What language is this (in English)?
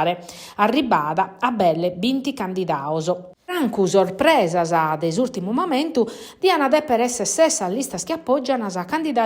Sardinian